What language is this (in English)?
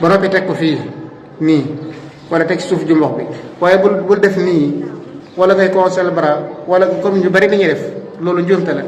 Wolof